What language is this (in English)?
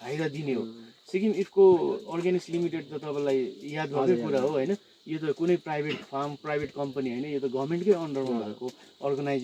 Nepali